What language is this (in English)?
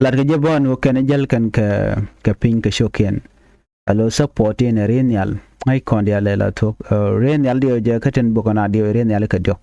Nuer